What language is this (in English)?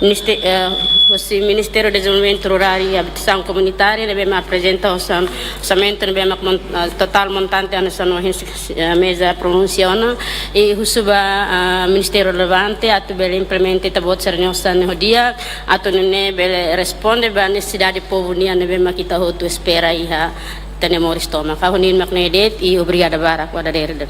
Tetum